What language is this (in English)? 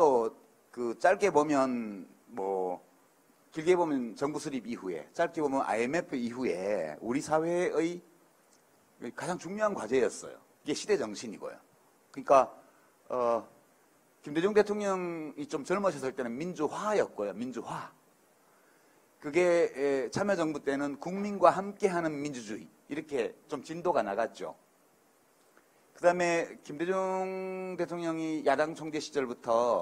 Korean